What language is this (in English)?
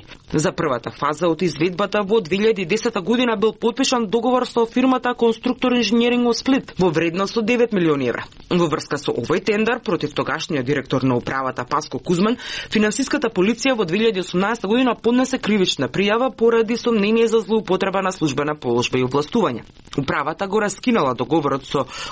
Macedonian